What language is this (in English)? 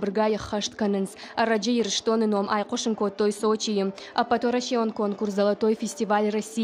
Ossetic